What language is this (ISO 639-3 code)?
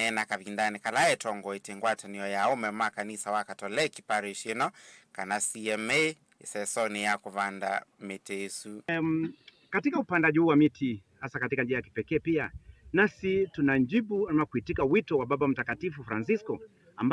kam